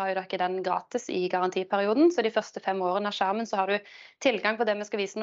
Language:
Norwegian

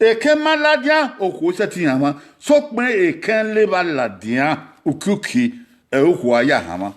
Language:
Bini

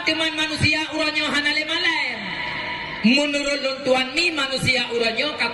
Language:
Achinese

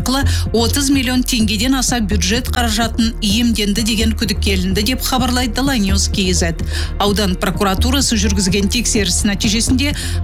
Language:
Kazakh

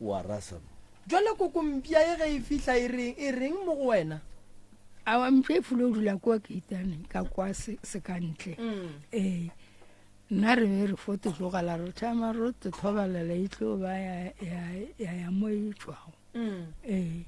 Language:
Northern Sotho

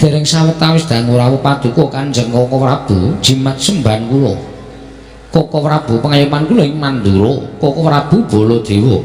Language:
Javanese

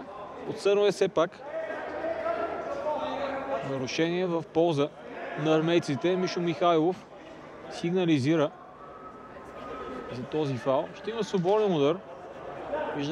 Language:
Bulgarian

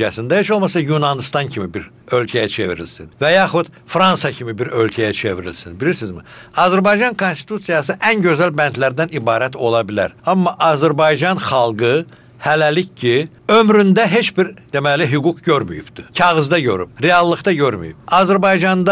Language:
Azerbaijani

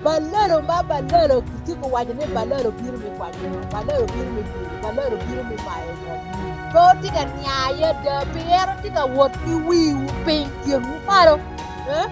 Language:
Acoli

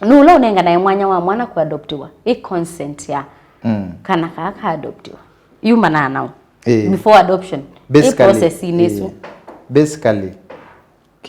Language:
Kamba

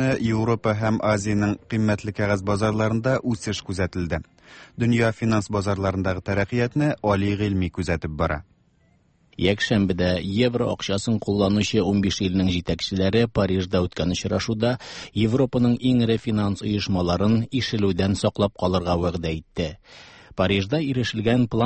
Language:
Tatar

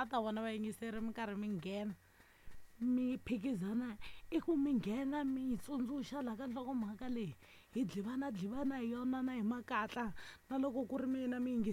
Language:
Tsonga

